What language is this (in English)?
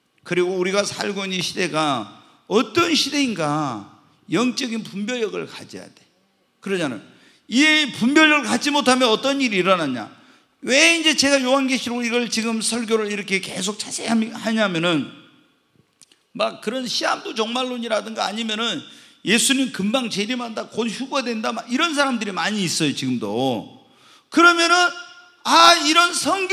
Korean